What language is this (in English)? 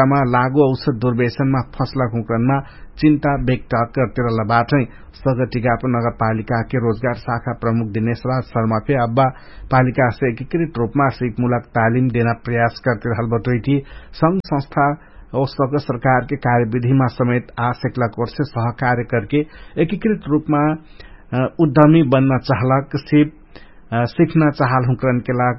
Dangaura Tharu